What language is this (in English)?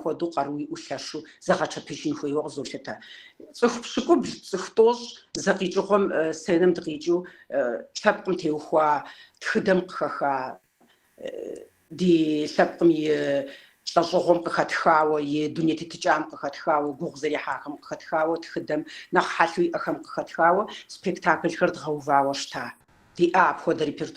Kabardian